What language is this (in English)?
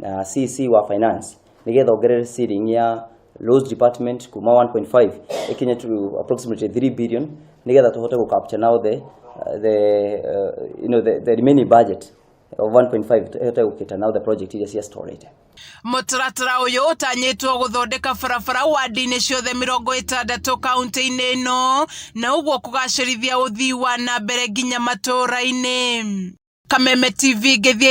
Kikuyu